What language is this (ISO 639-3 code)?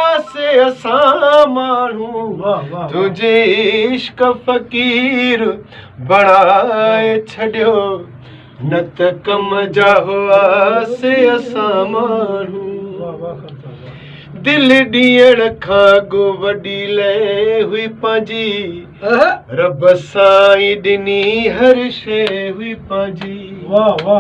snd